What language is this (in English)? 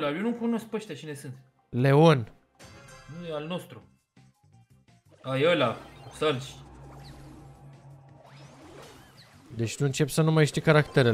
Romanian